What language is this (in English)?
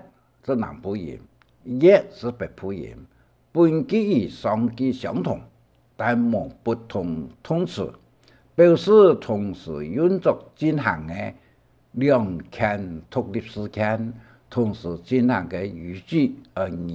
Hakka Chinese